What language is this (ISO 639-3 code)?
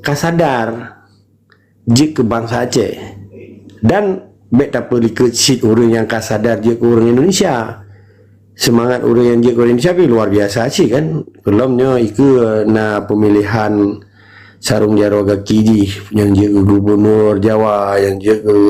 ace